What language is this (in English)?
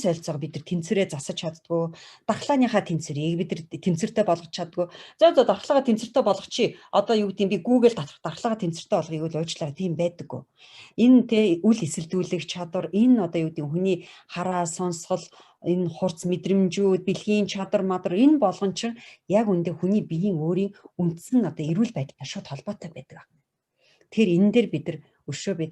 Mongolian